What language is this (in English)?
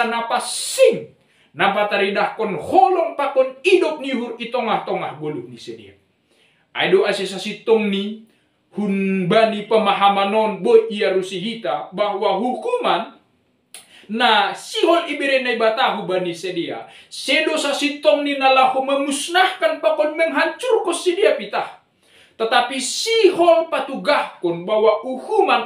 Batak Simalungun